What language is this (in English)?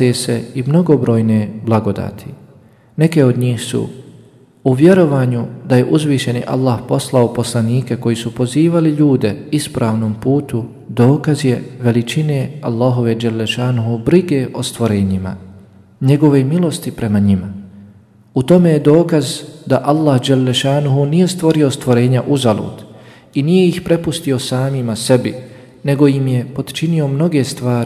Bosnian